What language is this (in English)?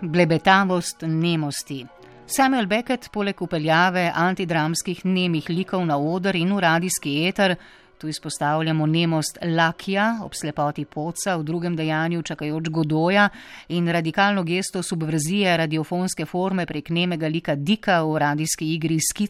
Slovenian